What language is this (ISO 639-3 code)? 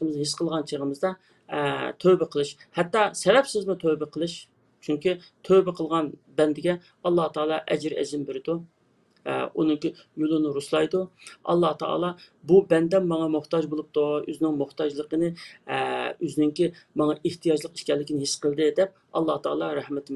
uig